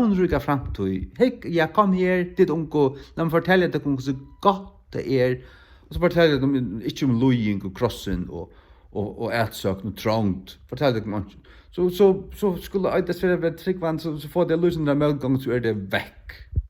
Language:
Faroese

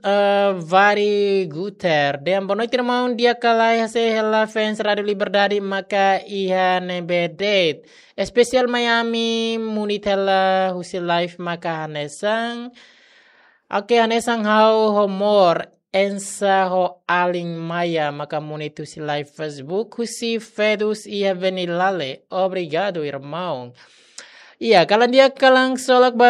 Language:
Tetum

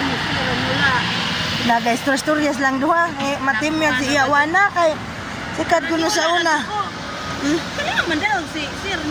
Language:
Cebuano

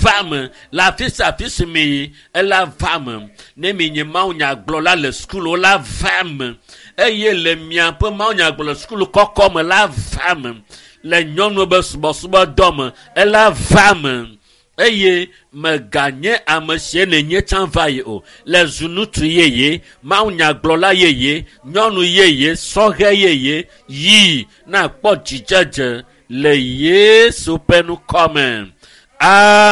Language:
Ewe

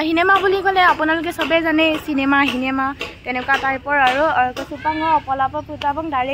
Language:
Assamese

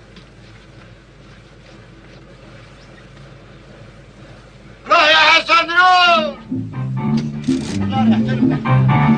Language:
Algerian Arabic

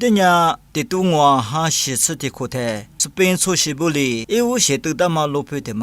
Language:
Lisu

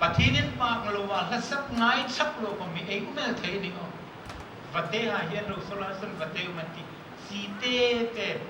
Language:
Hmar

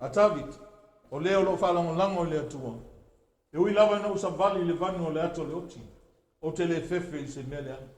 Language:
Samoan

